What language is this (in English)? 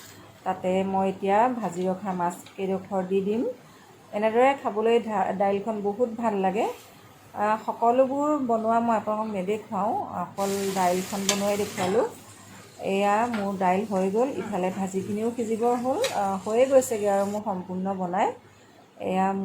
Assamese